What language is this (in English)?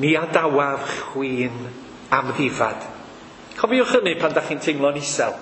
Welsh